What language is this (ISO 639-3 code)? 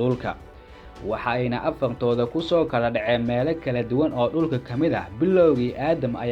som